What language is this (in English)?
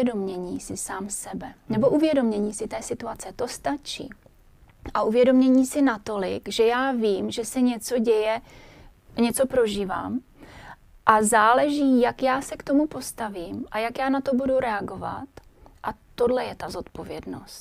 Czech